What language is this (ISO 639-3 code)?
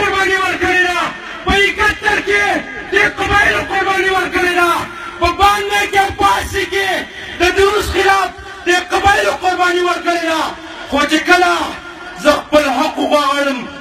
pus